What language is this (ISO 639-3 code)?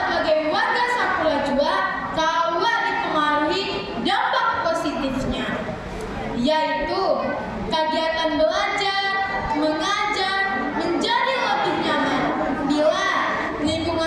bjn